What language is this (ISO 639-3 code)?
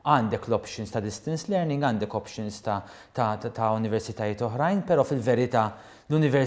mlt